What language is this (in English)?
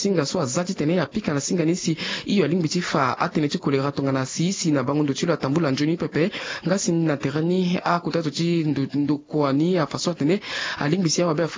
Sango